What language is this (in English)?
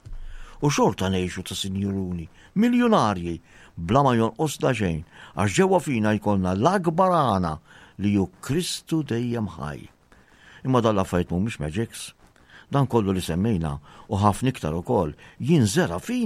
Maltese